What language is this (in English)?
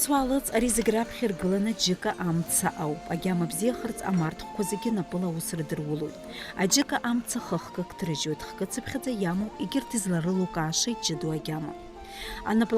Abkhazian